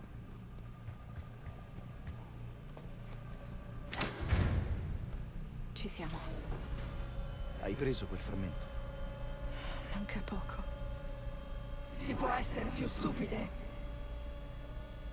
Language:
Italian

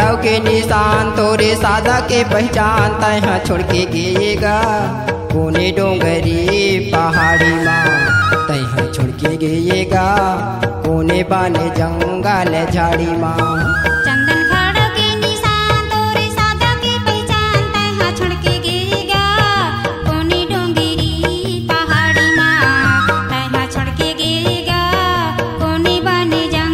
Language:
Chhattisgarhi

